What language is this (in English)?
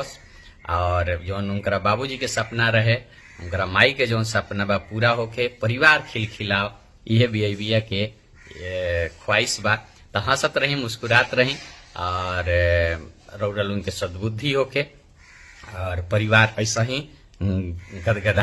Bhojpuri